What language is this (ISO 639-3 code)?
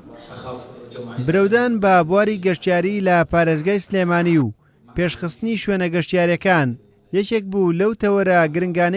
ckb